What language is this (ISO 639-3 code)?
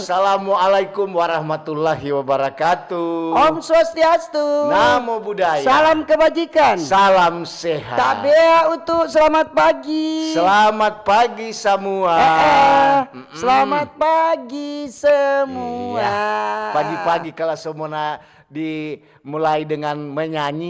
xmm